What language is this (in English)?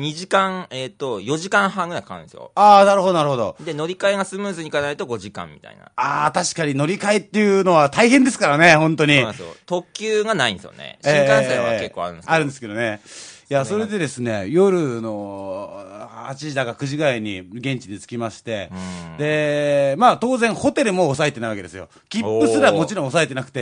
Japanese